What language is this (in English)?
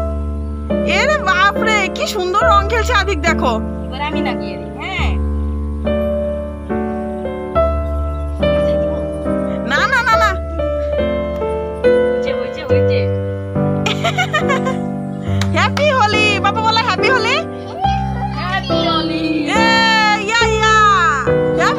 Bangla